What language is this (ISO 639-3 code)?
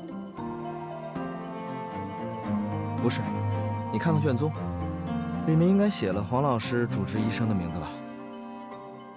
zho